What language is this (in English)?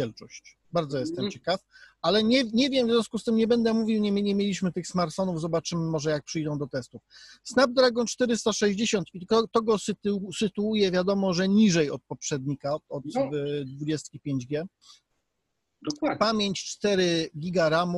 Polish